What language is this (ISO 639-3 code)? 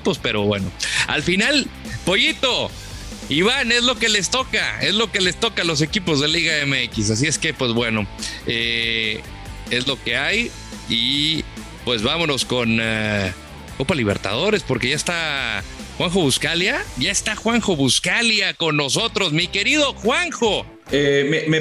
spa